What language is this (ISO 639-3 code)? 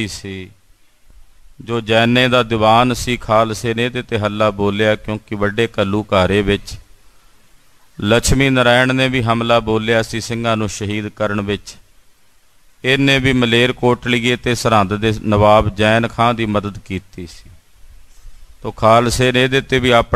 pan